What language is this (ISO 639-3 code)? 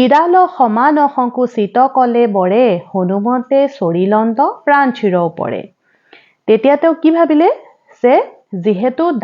asm